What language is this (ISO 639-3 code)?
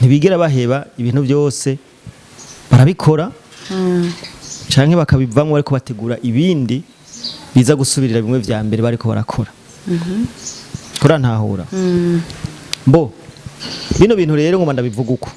run